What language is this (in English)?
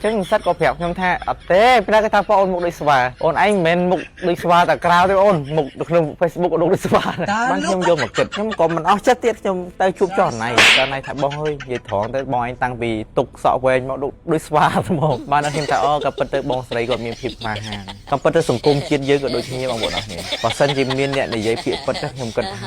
Khmer